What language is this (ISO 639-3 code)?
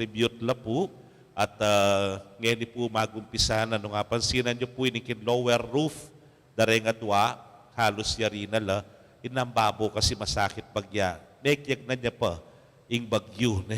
pam